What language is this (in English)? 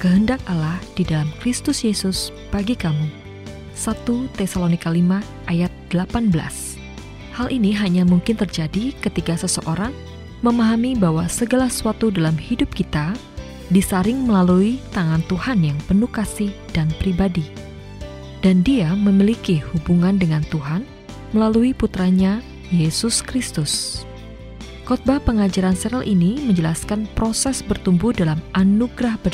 Indonesian